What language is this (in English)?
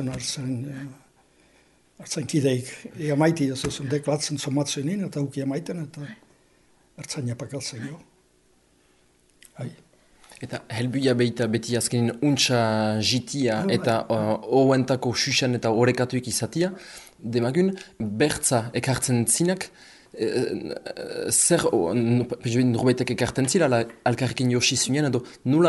Basque